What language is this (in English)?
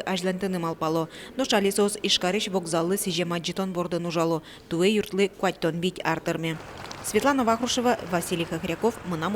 Udmurt